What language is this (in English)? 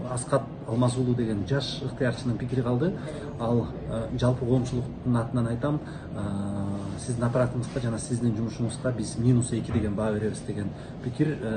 Kyrgyz